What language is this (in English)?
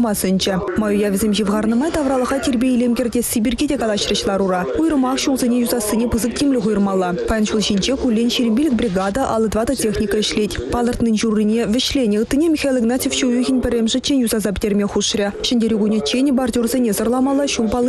Chuvash